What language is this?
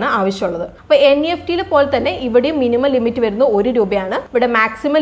Malayalam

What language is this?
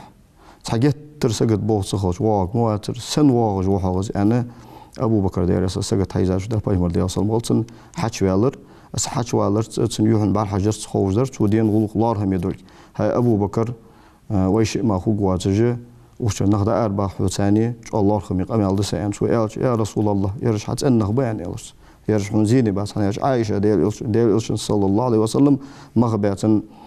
Ingush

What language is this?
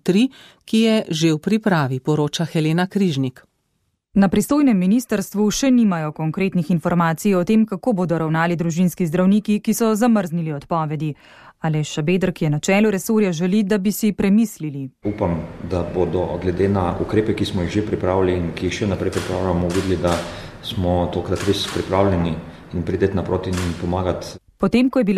Slovenian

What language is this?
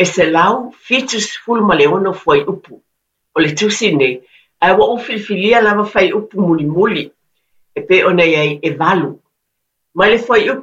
Samoan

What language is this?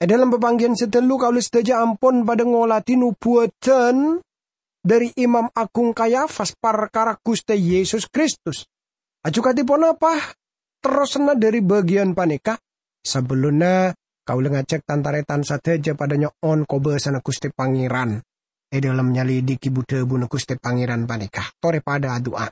Madurese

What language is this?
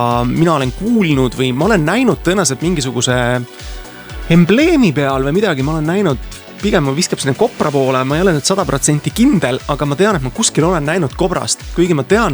Estonian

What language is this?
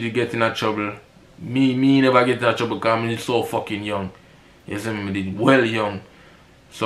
Jamaican Creole English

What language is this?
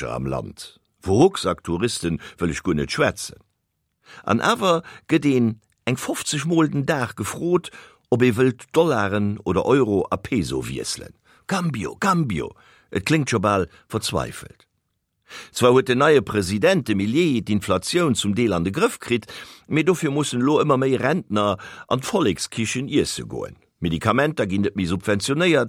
Luxembourgish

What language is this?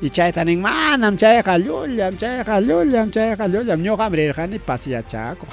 Ayacucho Quechua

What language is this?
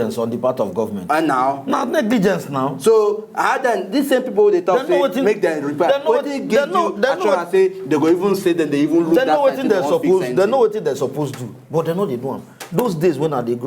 Nigerian Pidgin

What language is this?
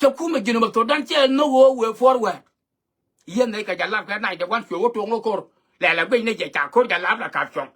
Nuer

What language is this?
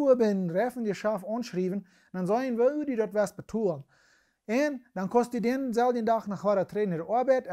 Plautdietsch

